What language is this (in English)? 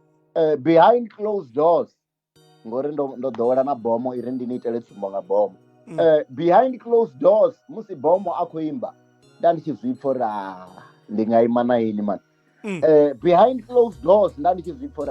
Venda